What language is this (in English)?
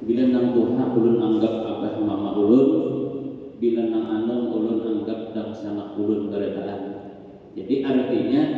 Banjar